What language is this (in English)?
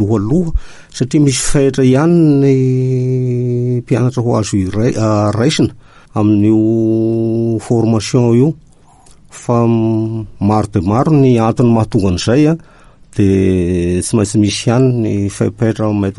Malagasy